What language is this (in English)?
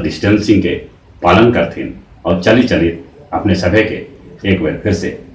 Magahi